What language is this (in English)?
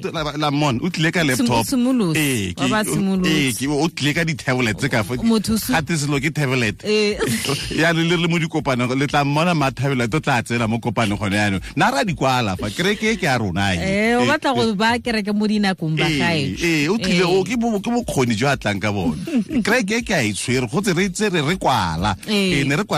Tswana